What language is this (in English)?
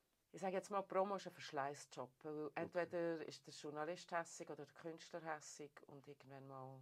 Swiss German